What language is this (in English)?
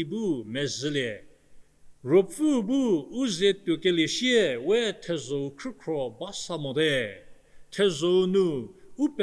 Angami Naga